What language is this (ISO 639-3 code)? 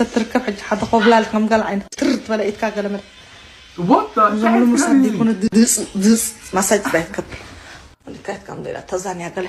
tir